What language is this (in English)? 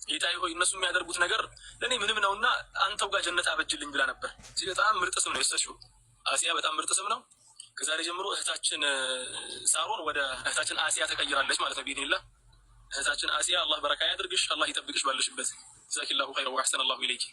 Amharic